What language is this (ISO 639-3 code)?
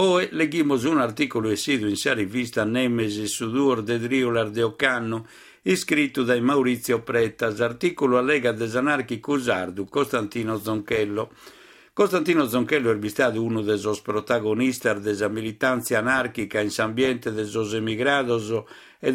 srd